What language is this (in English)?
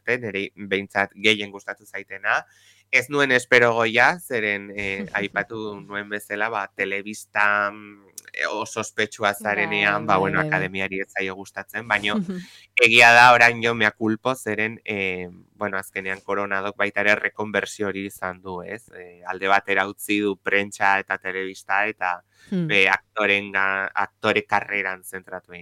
Basque